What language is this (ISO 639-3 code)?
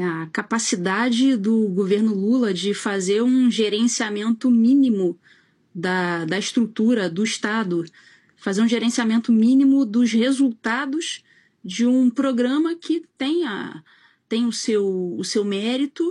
por